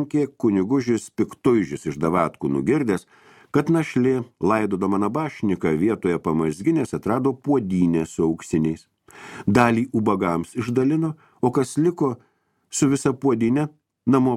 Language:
Lithuanian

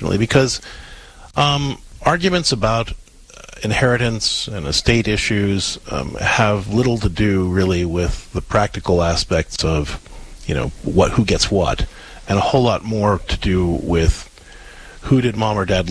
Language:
English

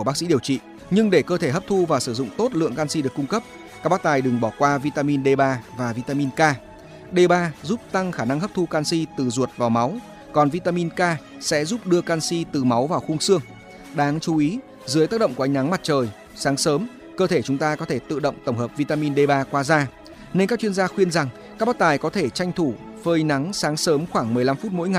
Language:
Vietnamese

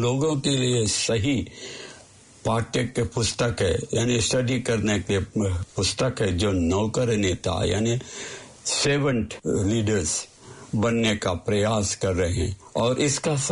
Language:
Hindi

